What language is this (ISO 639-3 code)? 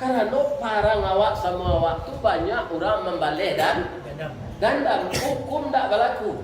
min